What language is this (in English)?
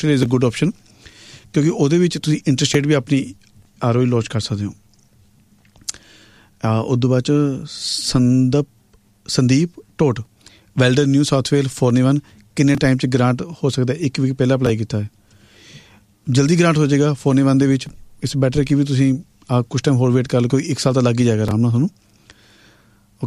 Punjabi